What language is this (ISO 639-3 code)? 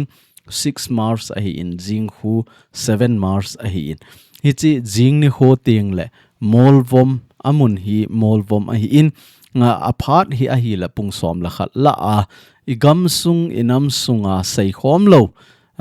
tcz